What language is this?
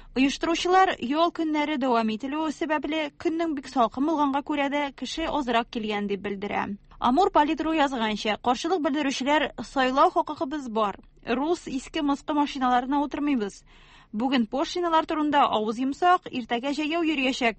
Tatar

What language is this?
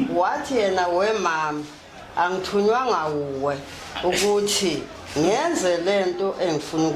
Zulu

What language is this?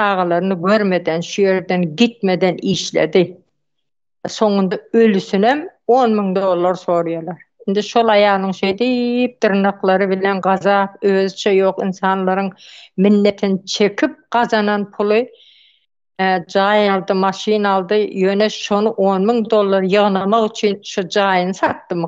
Turkmen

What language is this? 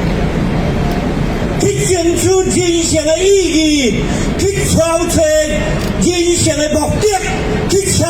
Min Nan Chinese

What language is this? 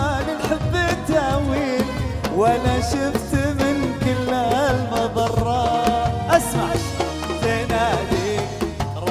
Arabic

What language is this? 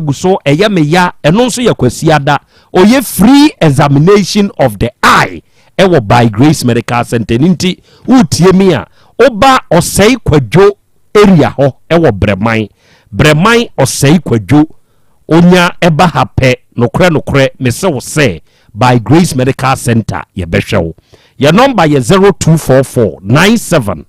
Akan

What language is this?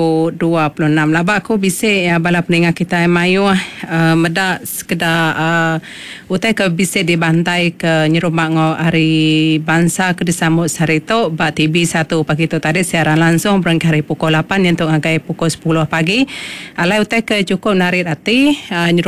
Iban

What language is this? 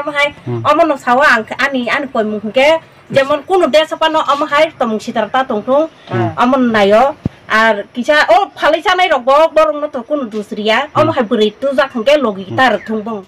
Kok Borok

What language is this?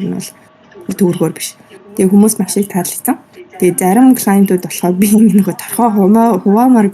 Mongolian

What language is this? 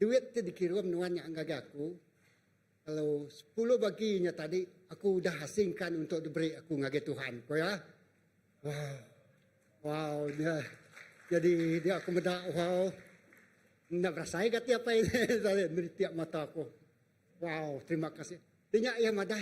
Iban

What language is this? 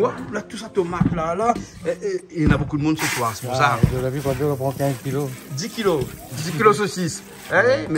Réunion Creole French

